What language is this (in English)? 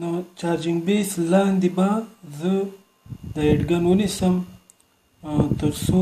Pashto